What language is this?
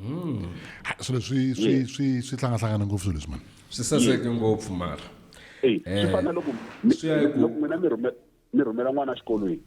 Tsonga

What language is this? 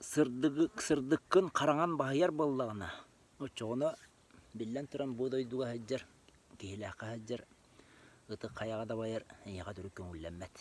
Yakut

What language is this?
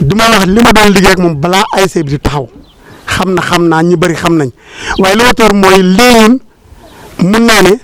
Wolof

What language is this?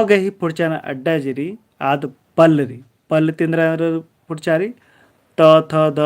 Kurukh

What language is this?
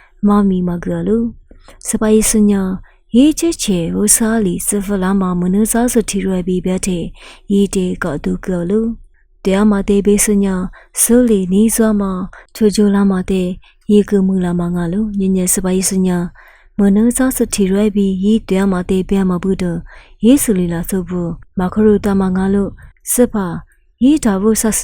Lisu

